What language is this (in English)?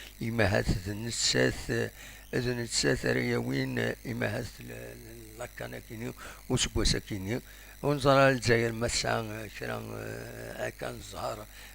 Kabyle